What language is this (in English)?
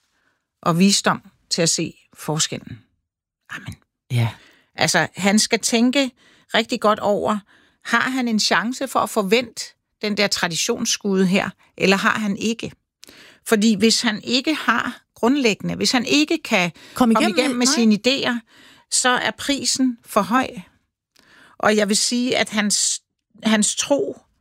Danish